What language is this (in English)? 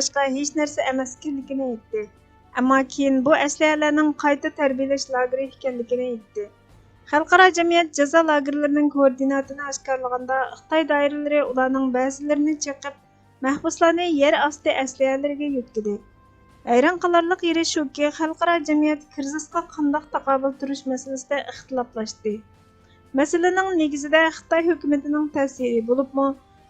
Uyghur